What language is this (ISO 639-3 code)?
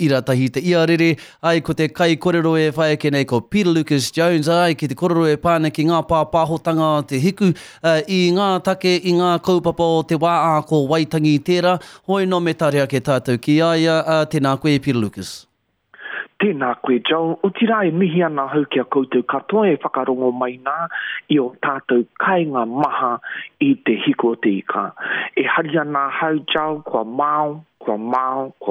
mri